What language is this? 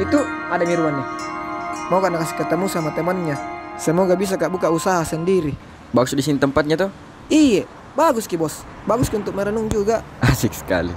Makassar Malay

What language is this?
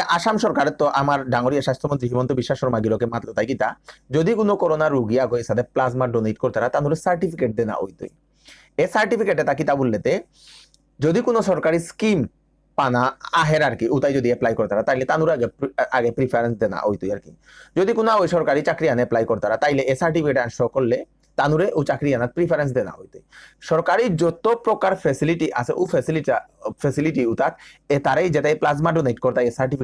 Bishnupriya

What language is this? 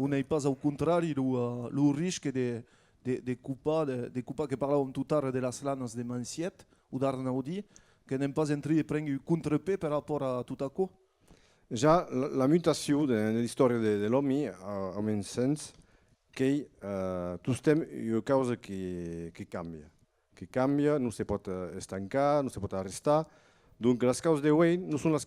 Occitan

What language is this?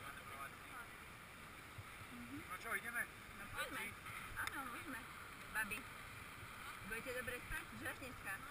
Slovak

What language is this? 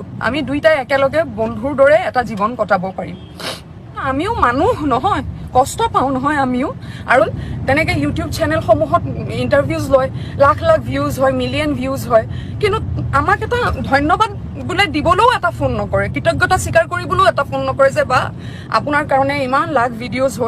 Assamese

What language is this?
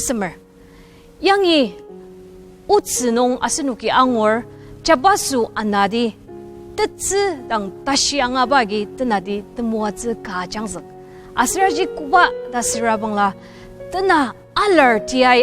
Ao Naga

